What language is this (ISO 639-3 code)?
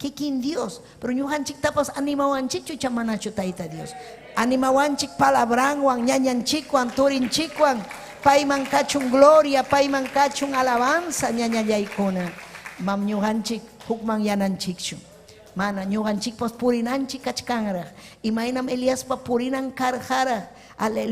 quy